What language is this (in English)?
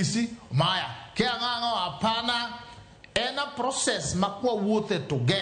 Luo (Kenya and Tanzania)